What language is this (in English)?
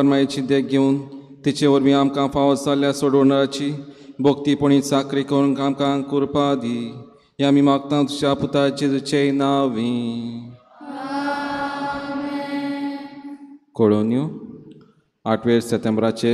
Konkani